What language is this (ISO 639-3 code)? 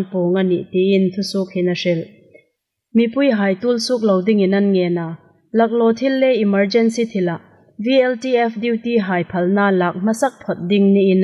hmr